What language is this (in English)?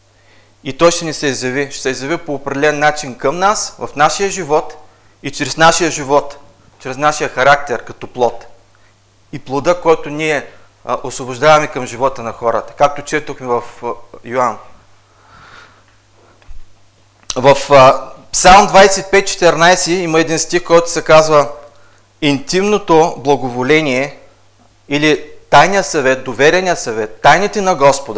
Bulgarian